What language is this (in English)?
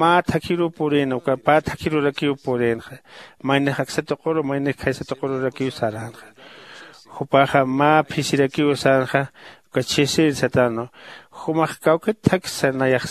Aymara